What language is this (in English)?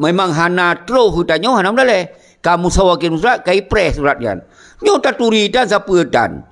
Achinese